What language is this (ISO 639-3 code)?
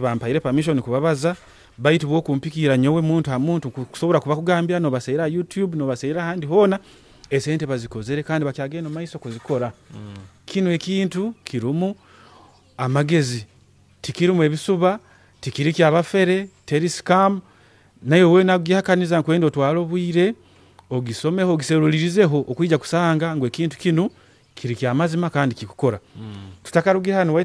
nyo